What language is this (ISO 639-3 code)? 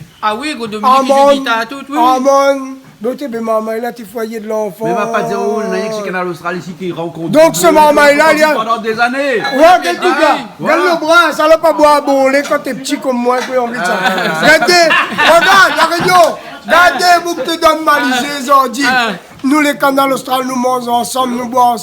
rcf